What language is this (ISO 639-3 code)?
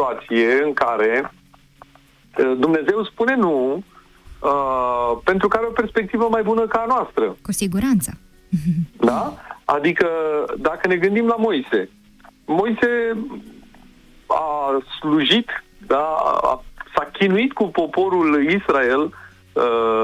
ron